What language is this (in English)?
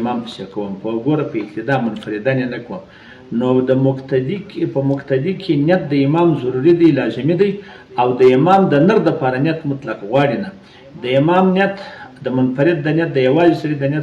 Pashto